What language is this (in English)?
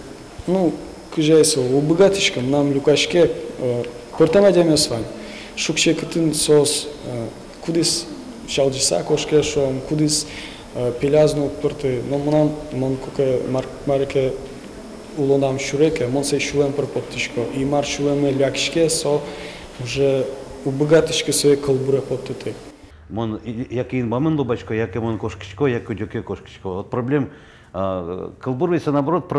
Udmurt